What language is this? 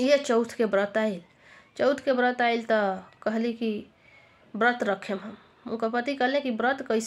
Bhojpuri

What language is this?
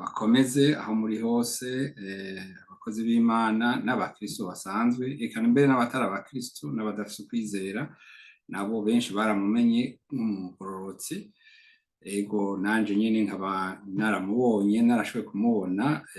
Rundi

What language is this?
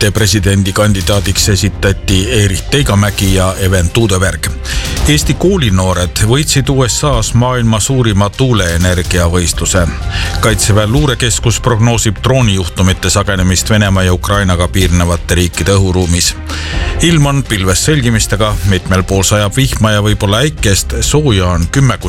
Estonian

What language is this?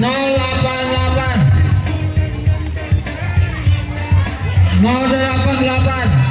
Banjar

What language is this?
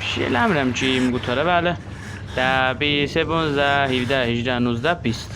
South Azerbaijani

